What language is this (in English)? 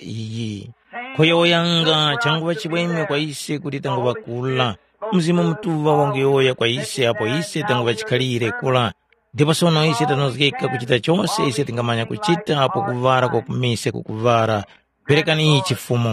Tumbuka